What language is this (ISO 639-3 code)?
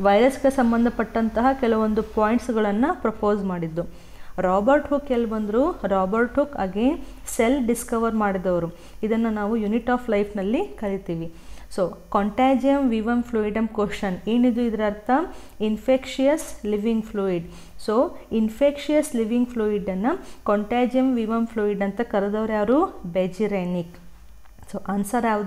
kan